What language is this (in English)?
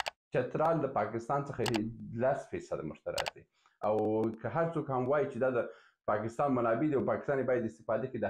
Pashto